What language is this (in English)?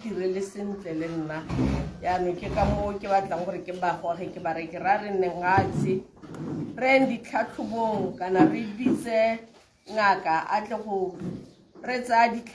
Tswana